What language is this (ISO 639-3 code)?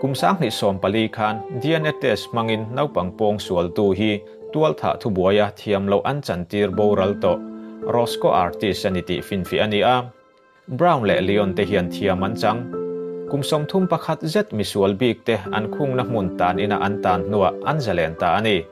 lus